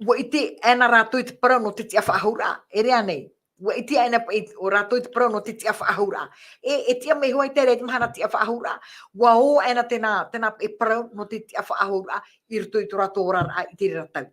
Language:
Tahitian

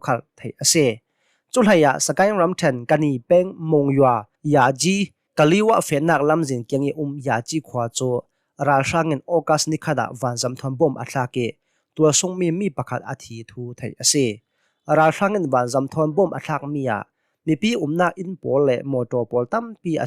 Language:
Hakha Chin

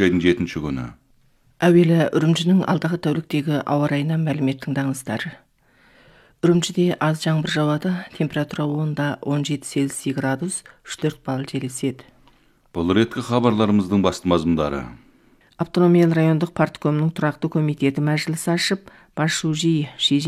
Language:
Kazakh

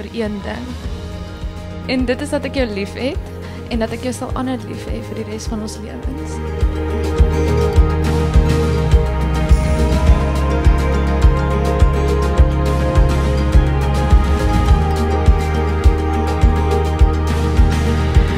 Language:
Afrikaans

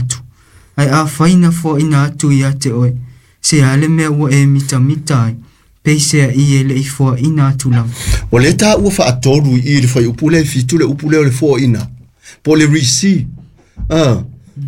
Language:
Samoan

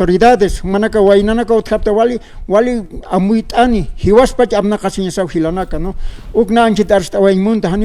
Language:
Aymara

